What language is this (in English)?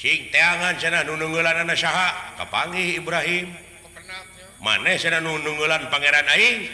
Sundanese